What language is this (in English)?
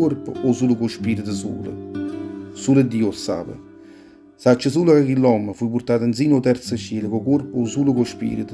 Neapolitan